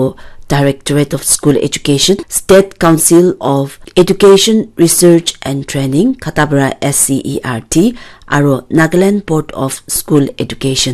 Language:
Naga Pidgin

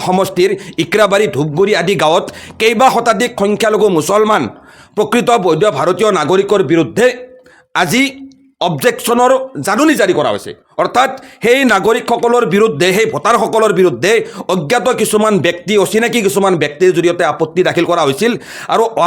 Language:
Assamese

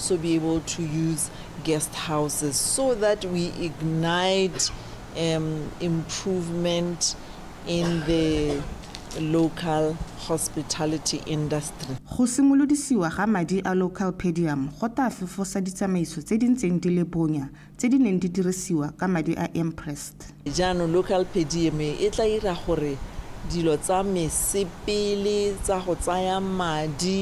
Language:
Tswana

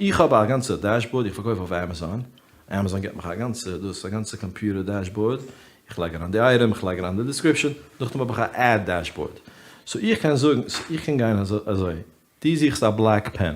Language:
Yiddish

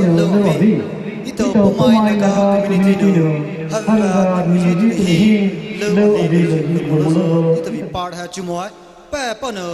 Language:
Poumei Naga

